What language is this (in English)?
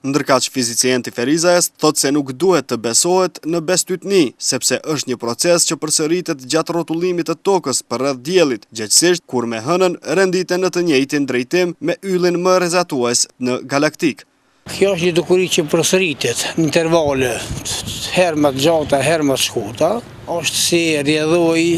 Albanian